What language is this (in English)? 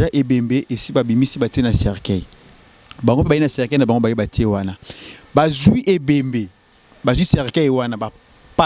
Lingala